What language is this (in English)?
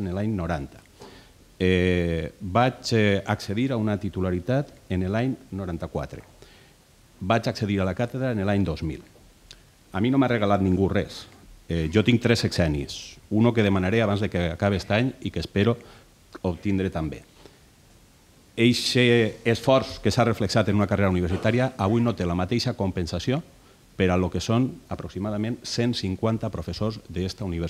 Catalan